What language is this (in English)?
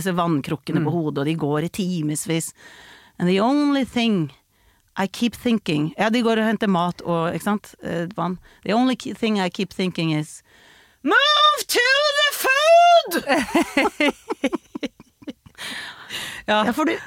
Norwegian